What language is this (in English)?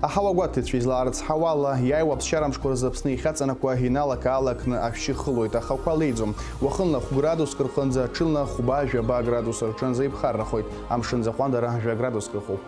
Abkhazian